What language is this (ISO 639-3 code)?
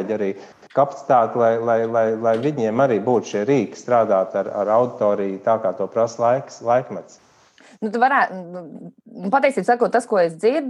lav